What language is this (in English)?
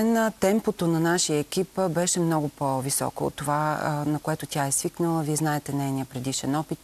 Bulgarian